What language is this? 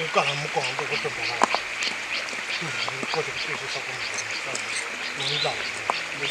Tsonga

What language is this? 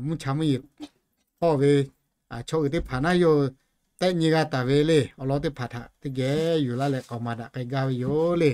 Lahu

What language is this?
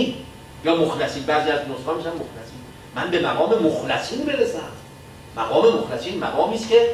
Persian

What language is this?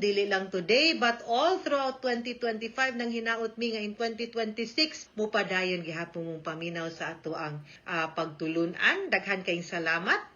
Cebuano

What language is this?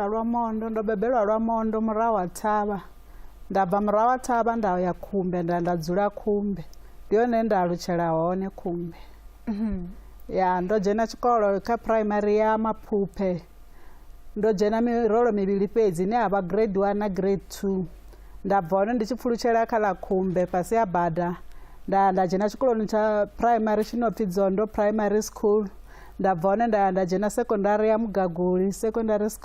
Venda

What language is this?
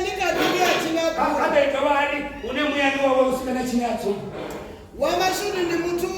Venda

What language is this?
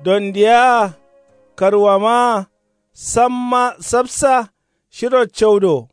Kanuri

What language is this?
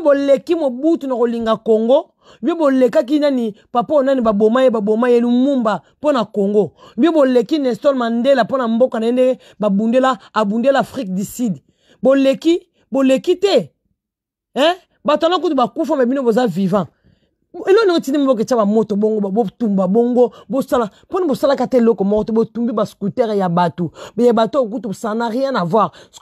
Lingala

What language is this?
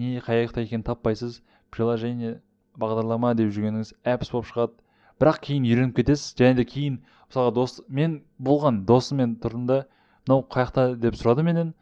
Kazakh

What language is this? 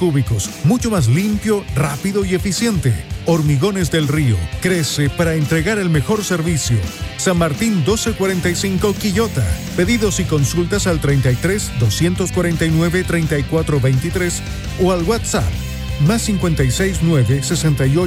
Spanish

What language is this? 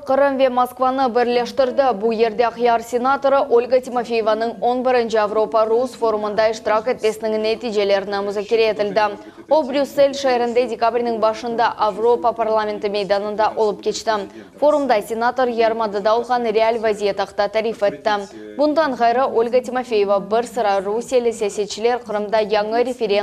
Crimean Tatar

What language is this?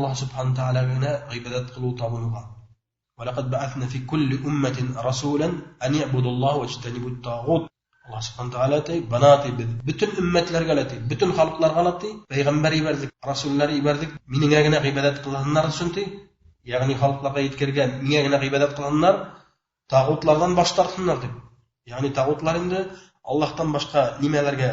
Bashkir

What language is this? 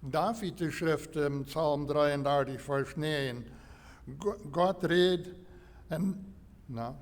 Plautdietsch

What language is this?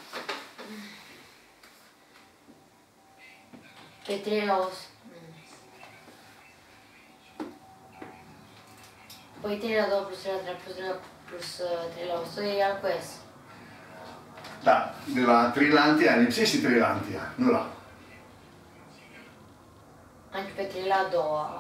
Romanian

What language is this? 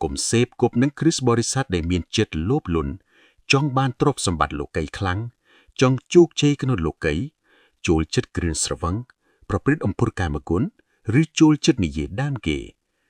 Khmer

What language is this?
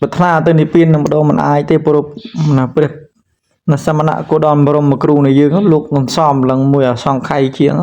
Khmer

